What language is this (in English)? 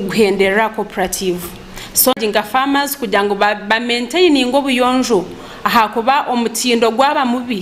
Nyankole